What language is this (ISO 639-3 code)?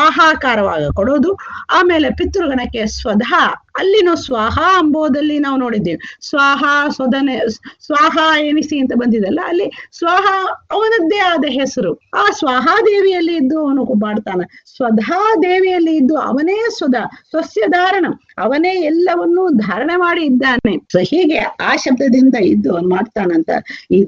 kan